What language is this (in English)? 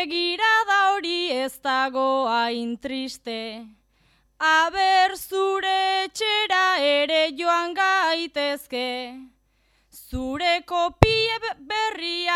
Basque